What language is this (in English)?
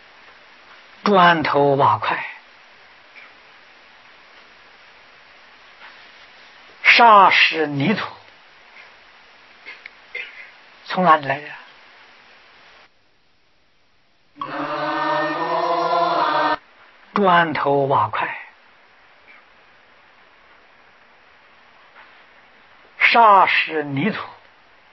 Chinese